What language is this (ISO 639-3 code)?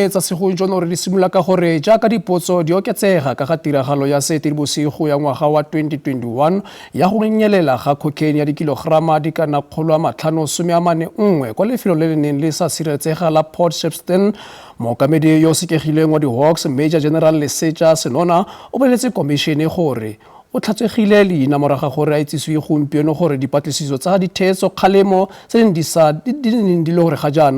tsn